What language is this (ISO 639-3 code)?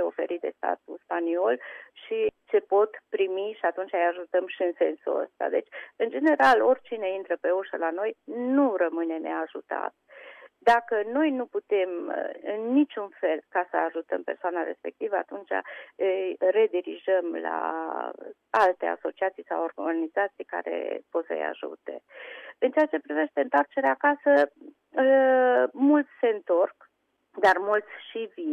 ron